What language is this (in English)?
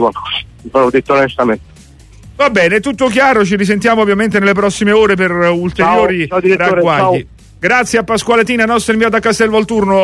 Italian